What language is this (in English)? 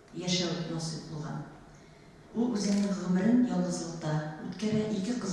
Tatar